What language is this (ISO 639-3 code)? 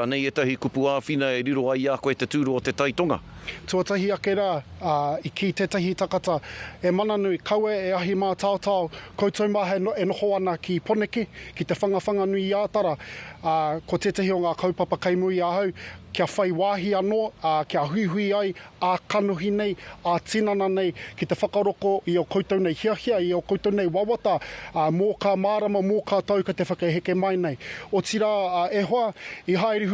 mri